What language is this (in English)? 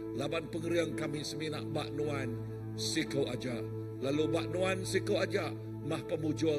Iban